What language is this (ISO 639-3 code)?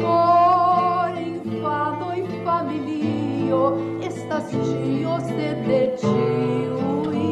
epo